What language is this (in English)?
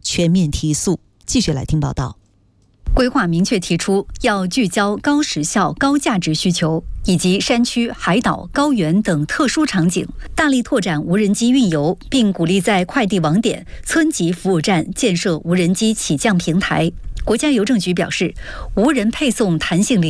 Chinese